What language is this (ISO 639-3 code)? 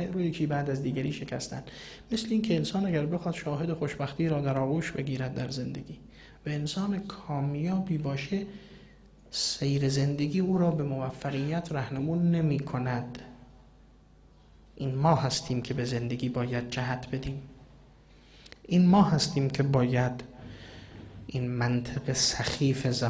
fas